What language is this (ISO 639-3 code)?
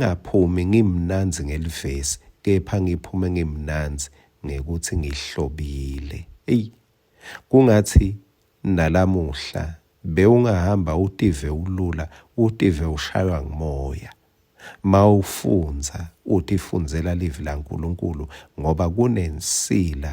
ssw